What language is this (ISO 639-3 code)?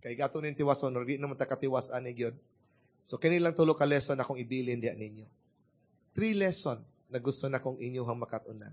ceb